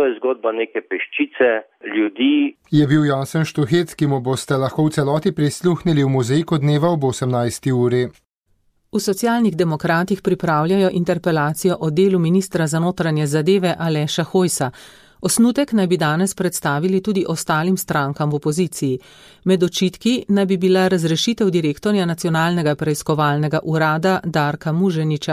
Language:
Slovenian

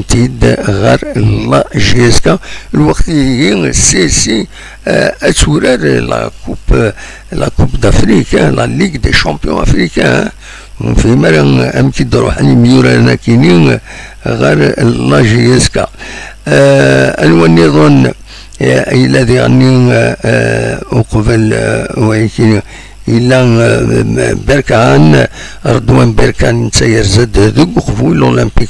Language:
Kabyle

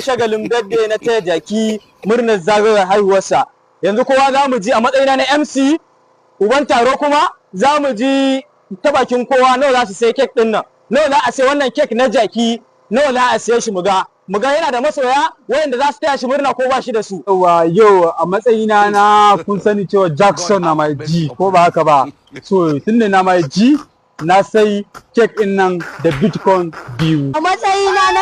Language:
Hausa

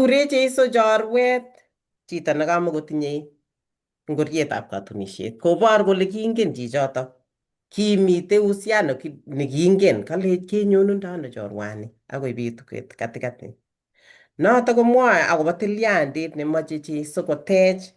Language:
Kalenjin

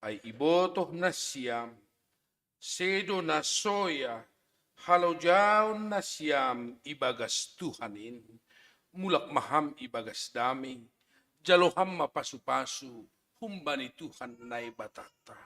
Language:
Batak Simalungun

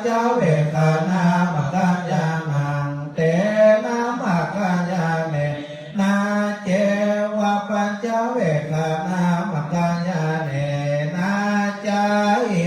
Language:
Pali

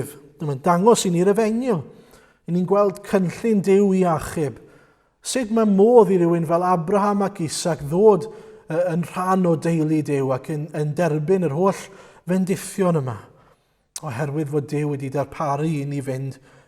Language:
Welsh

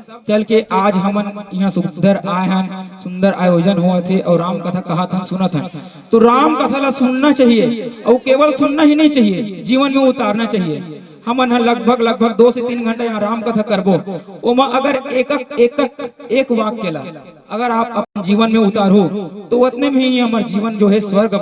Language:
Chhattisgarhi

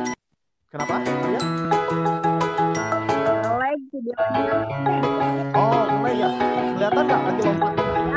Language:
Indonesian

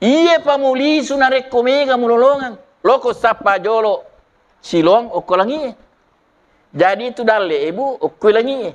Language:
Buginese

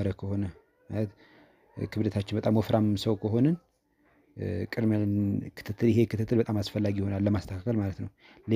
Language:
Amharic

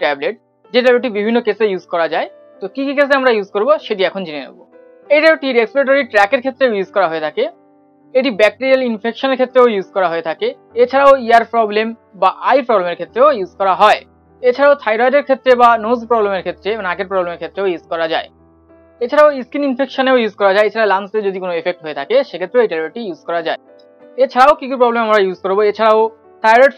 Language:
Bangla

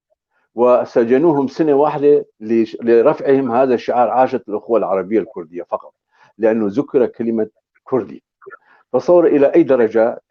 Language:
North Levantine Arabic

